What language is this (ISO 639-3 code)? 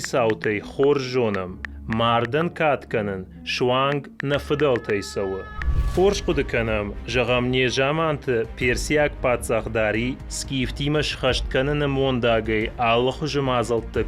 oss